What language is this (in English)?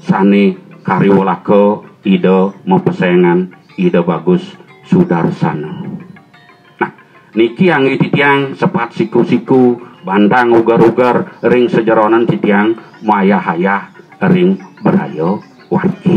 Balinese